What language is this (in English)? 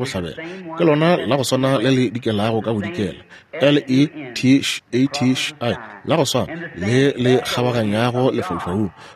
Northern Sotho